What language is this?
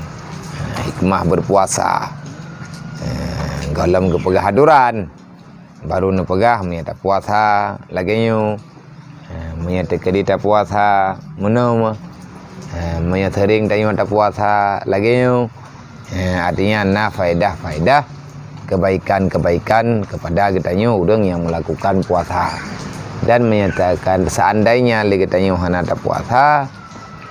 Achinese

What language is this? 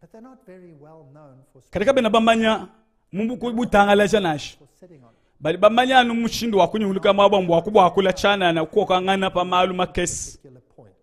Luba-Lulua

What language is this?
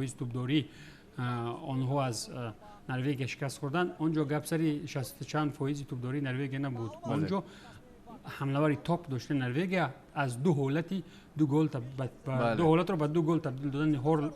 Tajik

